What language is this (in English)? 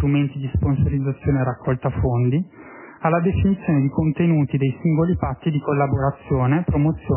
Italian